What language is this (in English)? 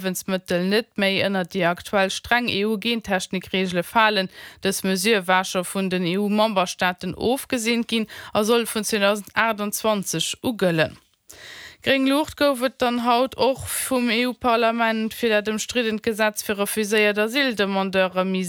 Luxembourgish